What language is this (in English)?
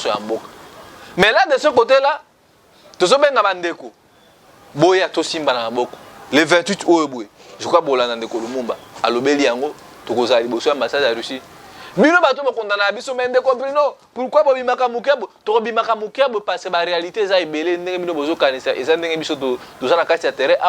Lingala